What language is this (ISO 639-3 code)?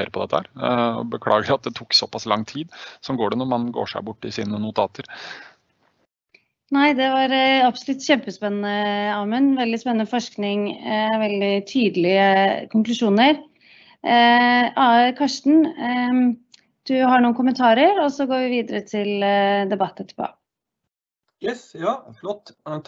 nor